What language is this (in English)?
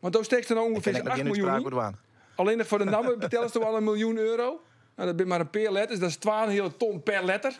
Western Frisian